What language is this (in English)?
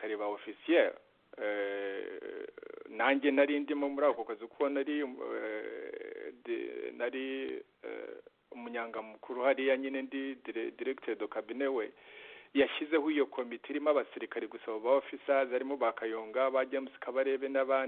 Kinyarwanda